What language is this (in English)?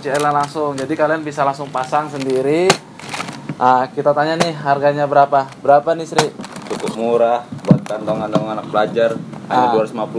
Indonesian